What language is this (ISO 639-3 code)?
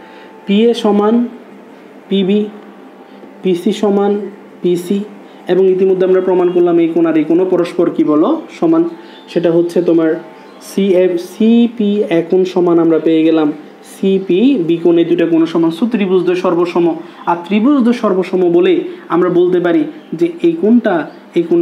ben